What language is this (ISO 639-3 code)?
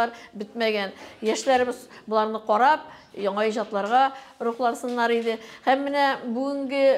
tat